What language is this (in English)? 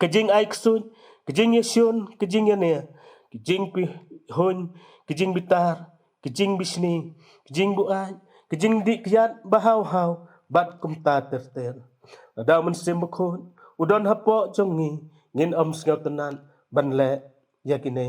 Khasi